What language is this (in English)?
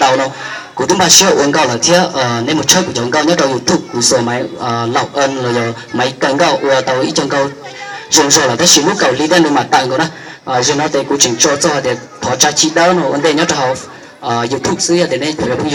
Hmong